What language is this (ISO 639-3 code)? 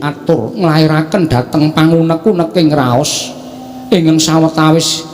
jav